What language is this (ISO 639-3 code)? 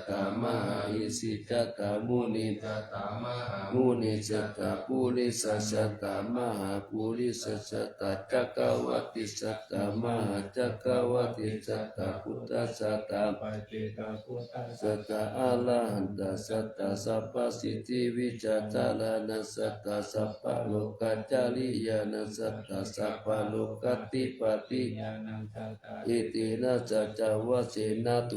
pli